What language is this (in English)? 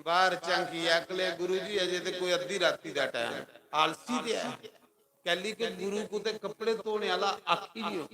Dogri